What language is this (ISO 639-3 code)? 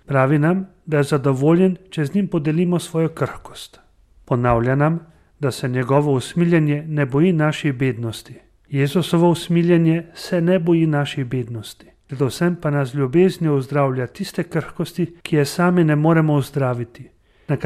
slv